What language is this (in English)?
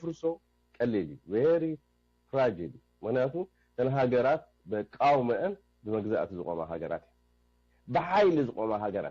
Tigrinya